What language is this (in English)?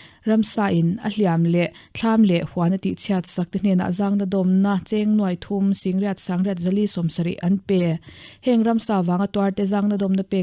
Mizo